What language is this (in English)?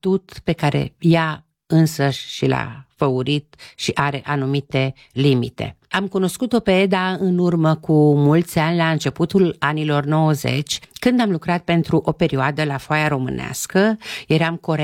Romanian